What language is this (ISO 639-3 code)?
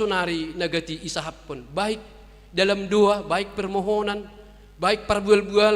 bts